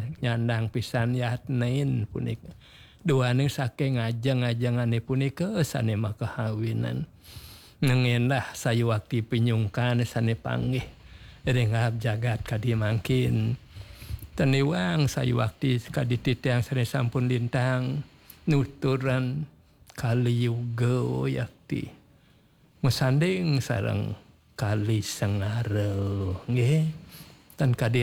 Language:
Balinese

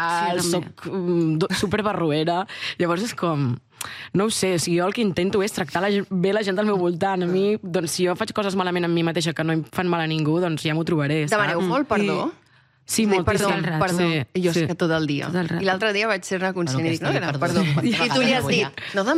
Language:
Catalan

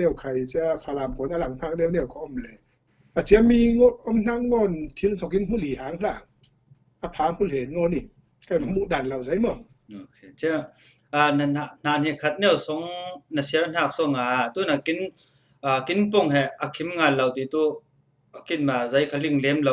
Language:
Falam Chin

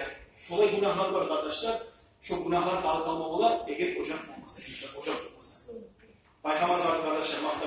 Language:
Kumyk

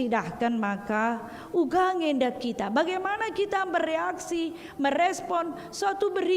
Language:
Batak Karo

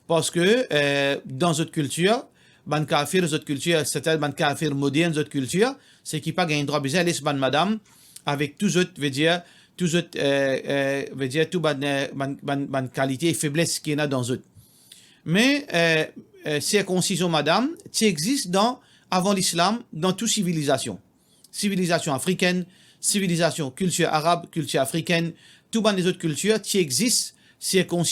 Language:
Morisyen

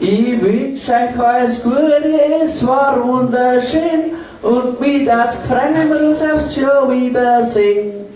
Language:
Bavarian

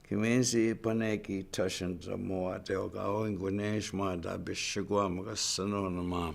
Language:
Chippewa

